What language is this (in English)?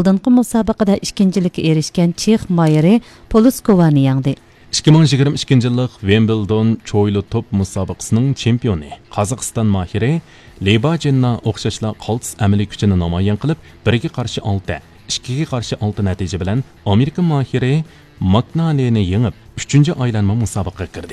Uyghur